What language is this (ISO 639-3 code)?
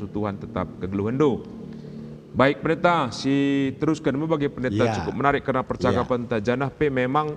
btx